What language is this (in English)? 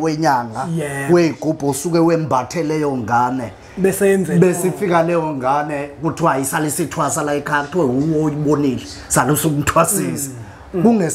Zulu